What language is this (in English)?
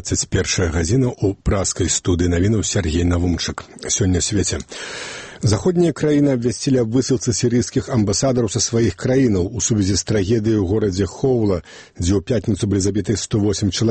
Belarusian